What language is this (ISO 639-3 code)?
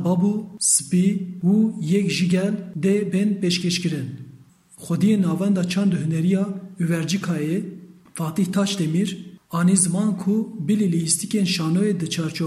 kur